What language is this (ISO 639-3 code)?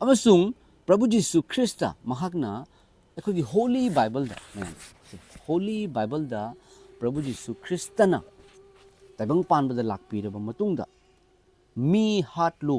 mni